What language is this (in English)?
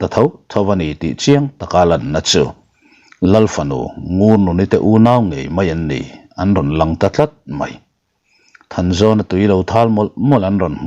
Mizo